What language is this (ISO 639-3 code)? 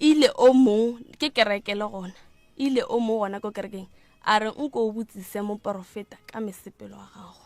nso